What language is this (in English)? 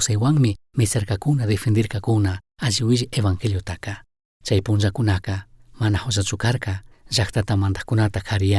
Chimborazo Highland Quichua